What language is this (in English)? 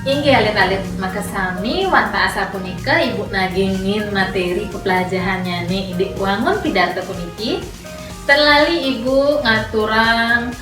Balinese